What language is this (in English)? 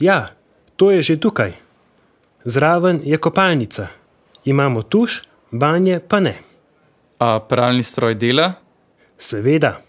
Slovenian